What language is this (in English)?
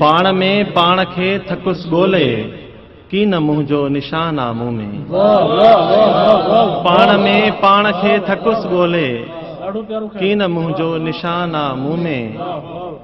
Sindhi